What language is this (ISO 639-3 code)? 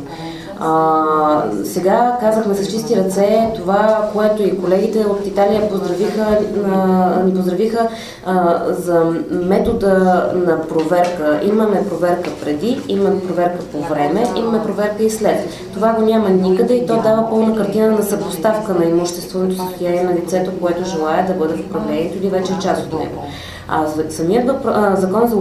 bul